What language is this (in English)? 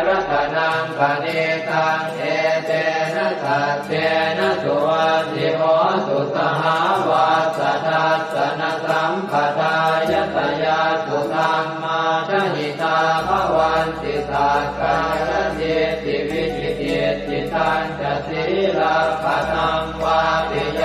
Pali